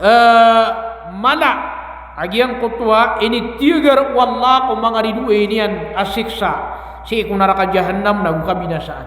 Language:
Maranao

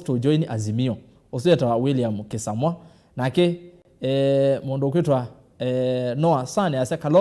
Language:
Kamba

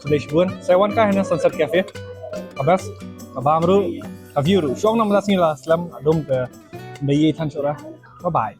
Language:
Khasi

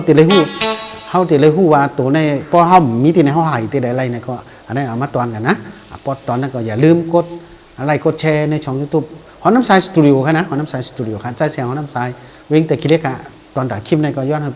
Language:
Shan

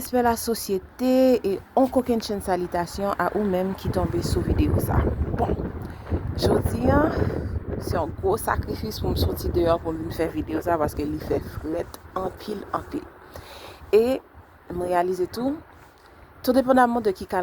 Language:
Haitian Creole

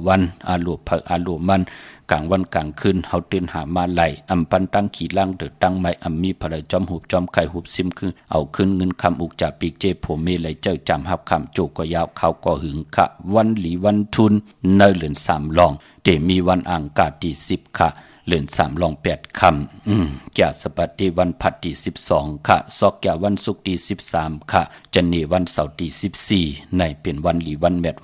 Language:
Shan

